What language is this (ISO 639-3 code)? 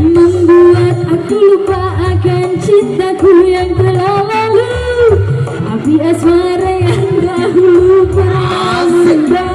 bew